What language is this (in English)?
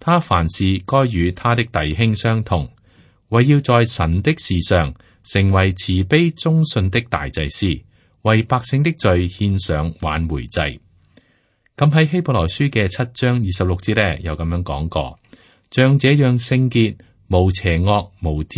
Cantonese